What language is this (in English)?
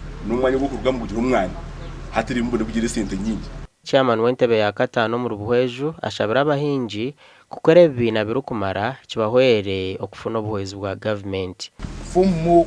Nyankole